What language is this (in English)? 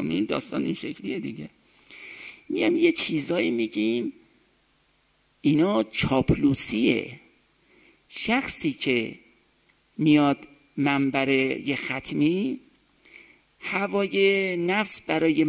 Persian